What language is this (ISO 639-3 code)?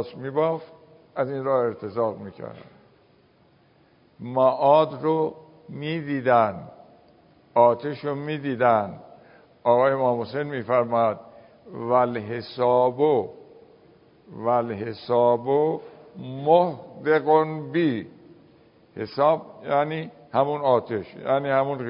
fas